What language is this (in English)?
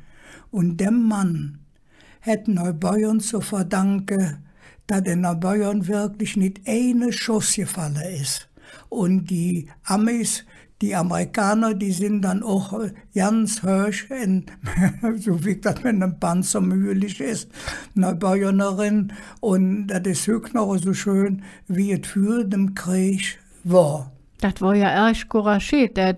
Colognian